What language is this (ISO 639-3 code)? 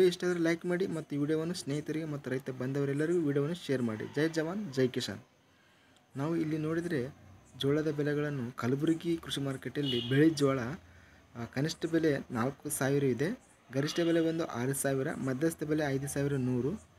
kan